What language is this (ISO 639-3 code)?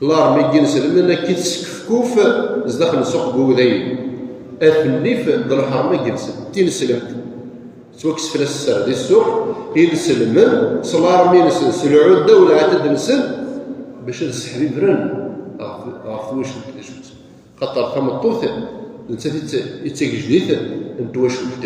kab